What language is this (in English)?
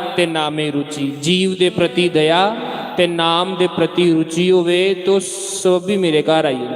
Dogri